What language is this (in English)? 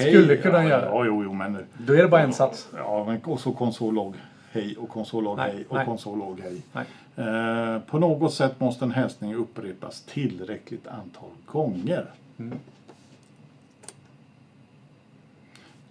Swedish